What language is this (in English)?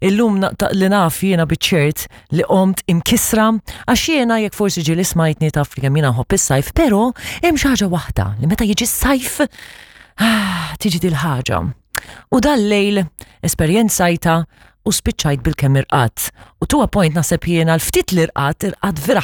Maltese